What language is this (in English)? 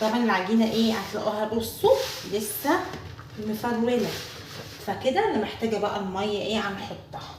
Egyptian Arabic